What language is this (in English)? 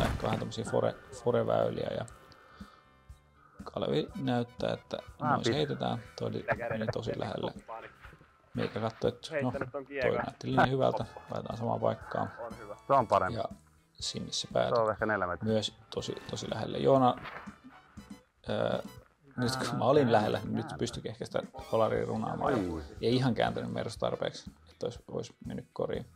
Finnish